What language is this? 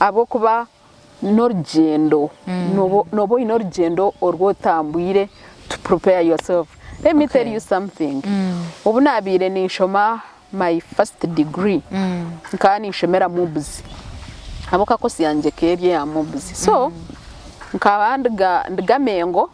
Nyankole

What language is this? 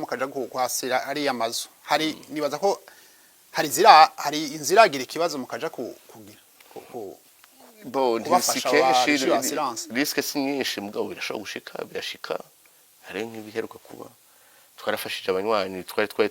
Rundi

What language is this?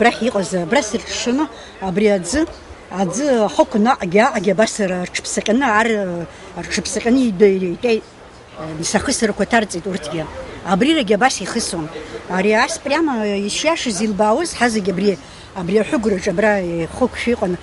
Abkhazian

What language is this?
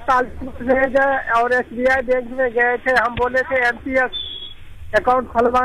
Hindi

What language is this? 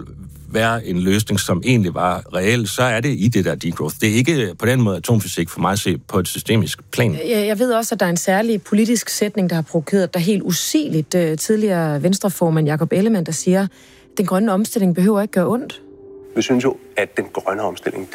Danish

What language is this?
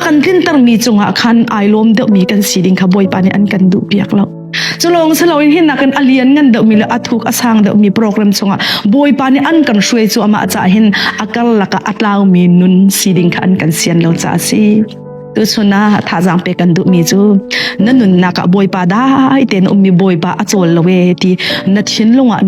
Hakha Chin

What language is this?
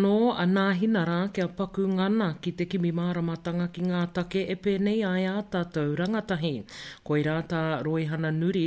Māori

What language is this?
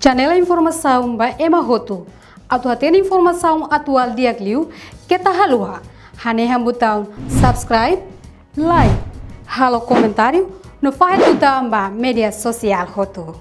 Tetum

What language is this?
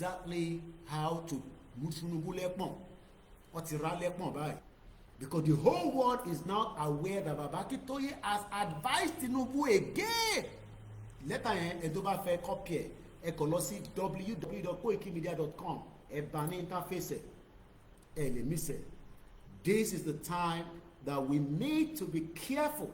Yoruba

